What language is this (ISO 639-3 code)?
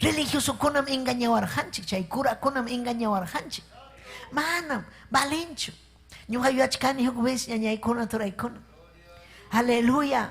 quy